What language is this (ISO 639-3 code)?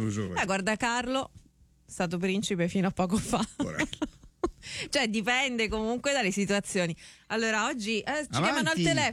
ita